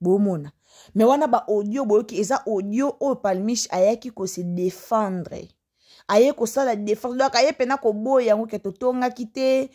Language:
Lingala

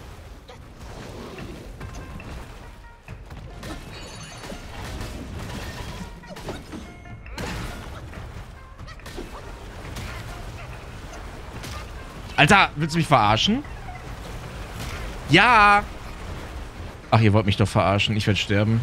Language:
German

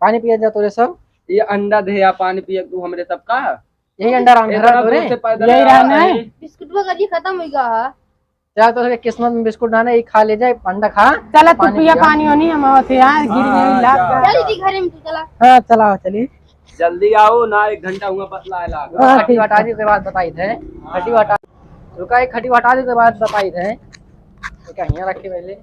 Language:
Awadhi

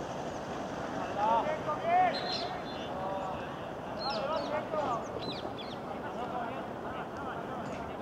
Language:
Spanish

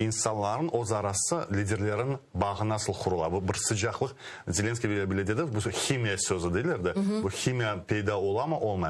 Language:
Crimean Tatar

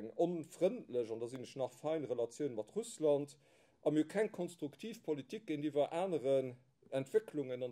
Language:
Luxembourgish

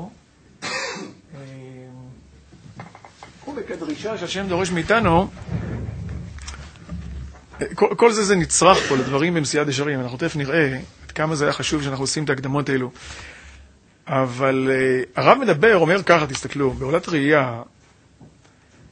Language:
Hebrew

